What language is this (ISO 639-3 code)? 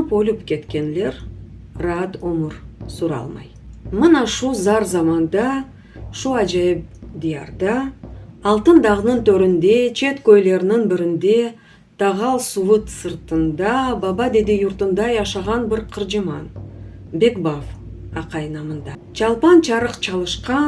crh